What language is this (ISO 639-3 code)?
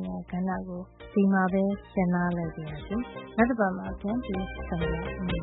mya